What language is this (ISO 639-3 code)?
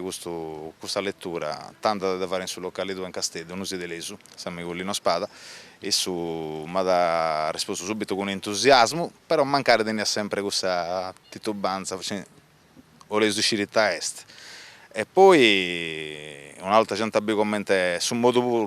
srd